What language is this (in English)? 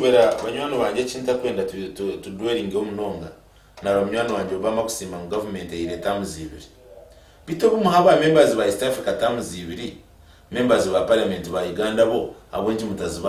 Nyankole